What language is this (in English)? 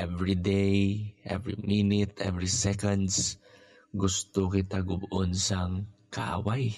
Hiligaynon